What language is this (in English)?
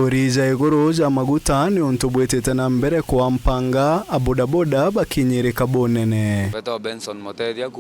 Meru